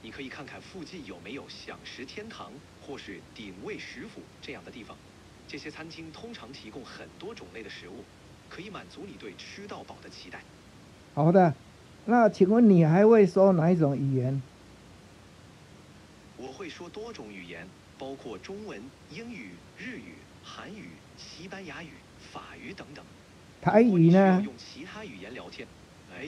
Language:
Chinese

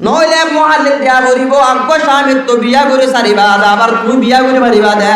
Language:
Rohingya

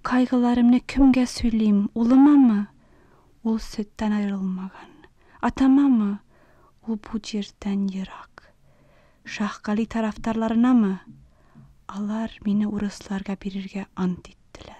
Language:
Tatar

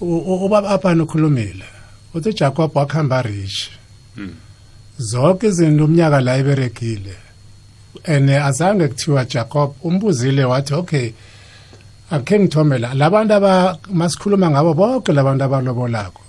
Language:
South Ndebele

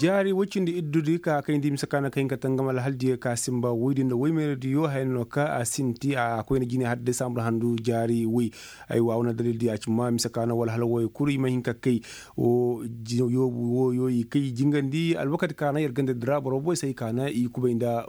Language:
Koyraboro Senni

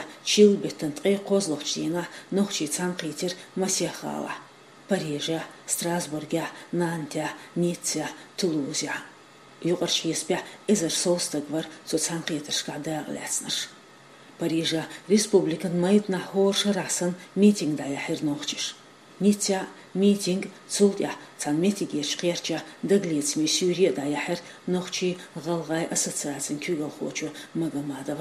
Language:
Chechen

